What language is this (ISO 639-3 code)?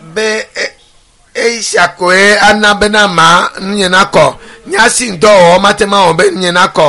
ewe